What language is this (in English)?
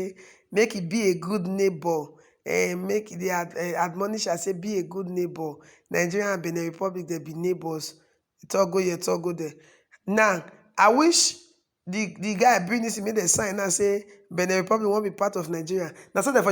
Nigerian Pidgin